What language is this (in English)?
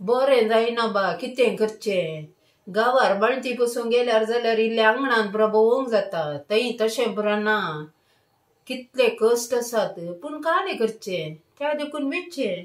Konkani